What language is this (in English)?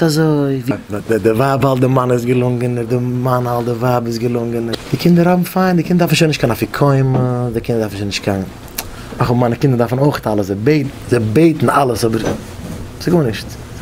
Yiddish